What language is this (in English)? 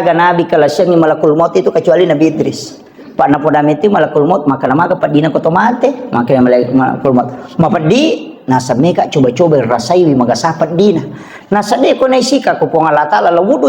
Buginese